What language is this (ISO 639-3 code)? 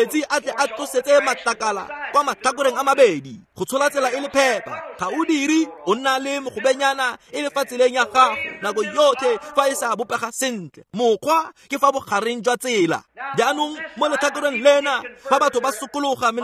tsn